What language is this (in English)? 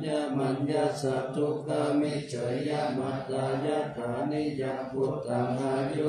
Pali